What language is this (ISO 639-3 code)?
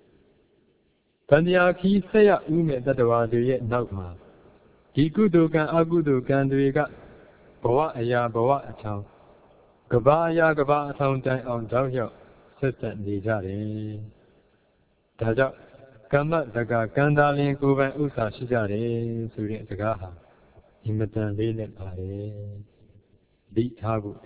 mya